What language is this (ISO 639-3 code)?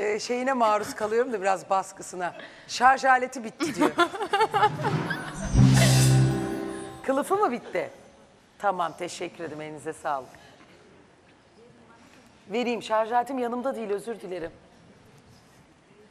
tur